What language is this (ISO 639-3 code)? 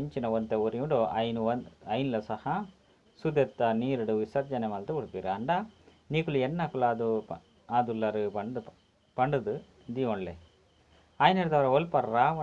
tcy